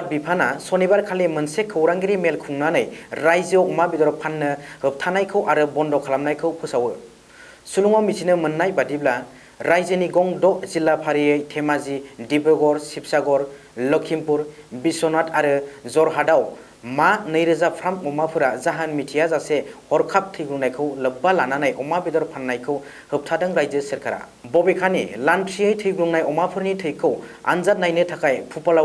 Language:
Bodo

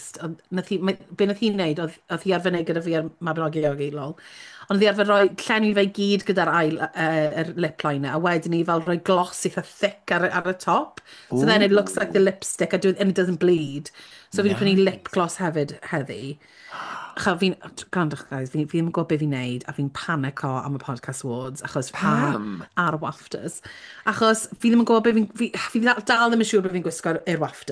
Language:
Welsh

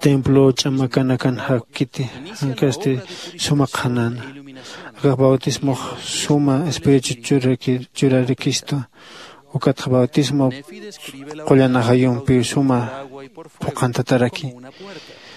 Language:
Aymara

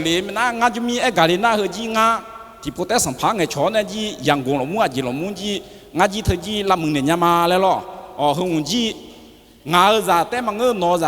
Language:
Akha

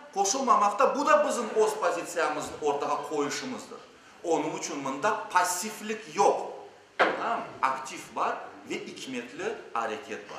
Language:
Crimean Tatar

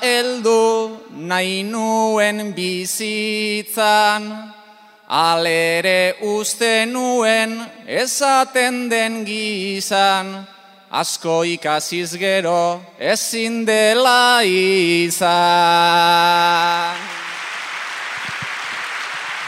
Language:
Basque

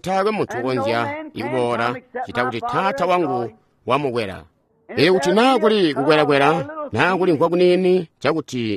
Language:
Tonga (Zambia)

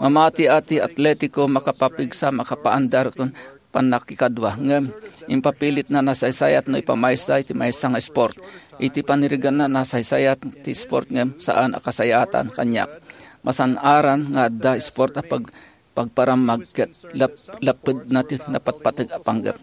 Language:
Iloko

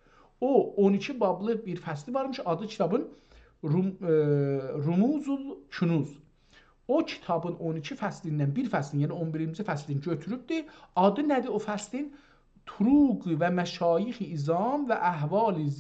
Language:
South Azerbaijani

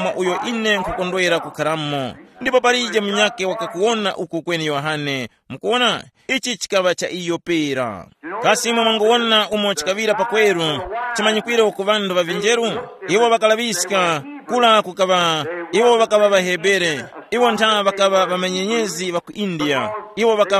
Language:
Tumbuka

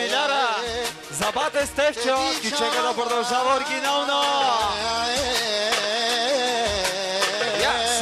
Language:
Bulgarian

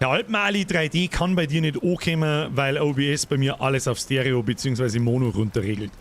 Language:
Bavarian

